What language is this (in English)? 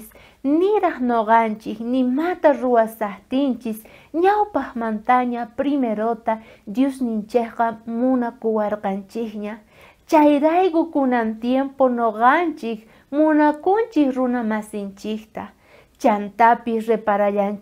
South Bolivian Quechua